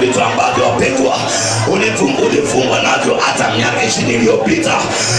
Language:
Swahili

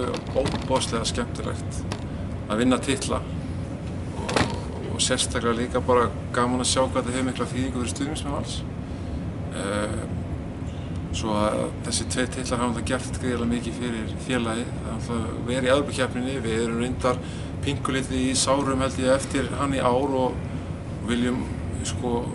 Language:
Icelandic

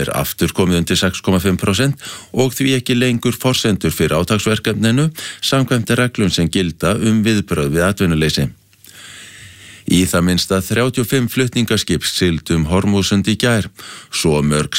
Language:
Icelandic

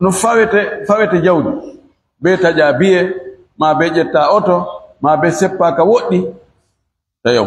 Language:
Fula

